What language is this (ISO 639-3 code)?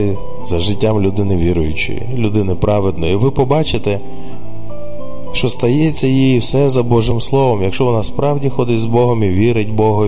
ukr